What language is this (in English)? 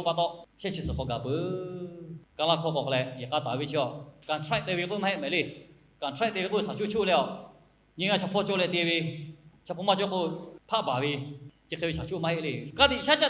Lahu